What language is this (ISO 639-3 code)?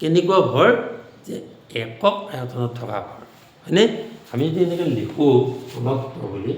asm